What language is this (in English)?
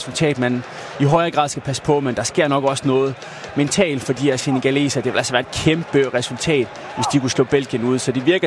Danish